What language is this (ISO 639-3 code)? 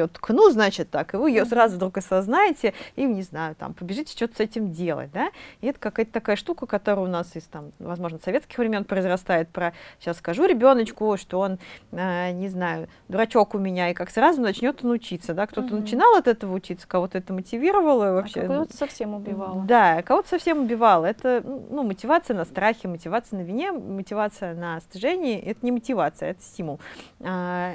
rus